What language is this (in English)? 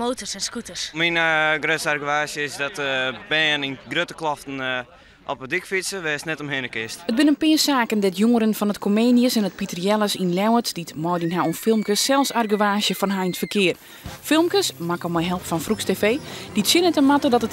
Western Frisian